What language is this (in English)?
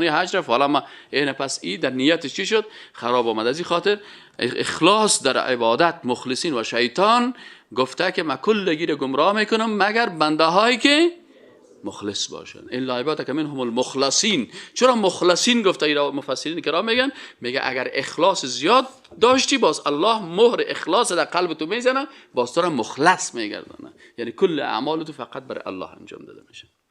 Persian